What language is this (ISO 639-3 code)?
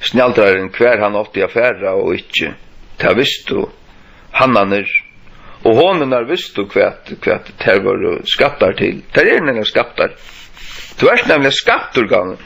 fao